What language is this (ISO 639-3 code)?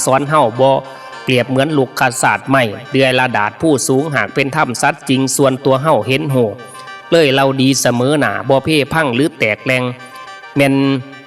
tts